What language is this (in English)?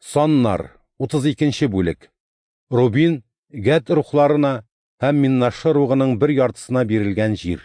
Tatar